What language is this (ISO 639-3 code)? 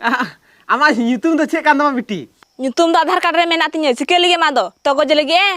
sat